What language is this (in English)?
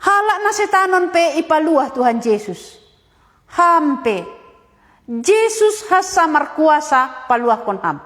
Batak Simalungun